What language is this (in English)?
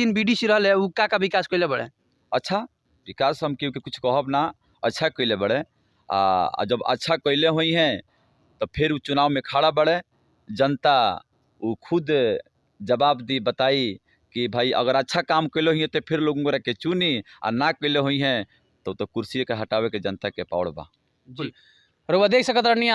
Bhojpuri